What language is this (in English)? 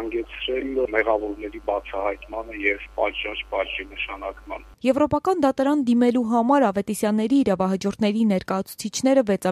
Armenian